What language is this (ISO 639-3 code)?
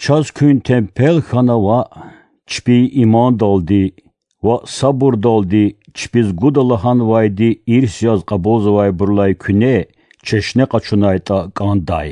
lez